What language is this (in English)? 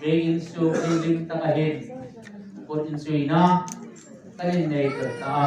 Hmar